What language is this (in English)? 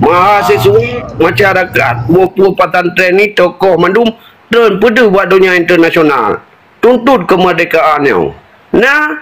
Achinese